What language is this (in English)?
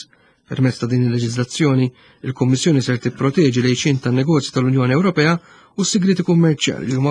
Maltese